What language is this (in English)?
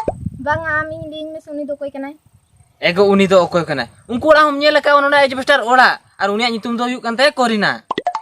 Santali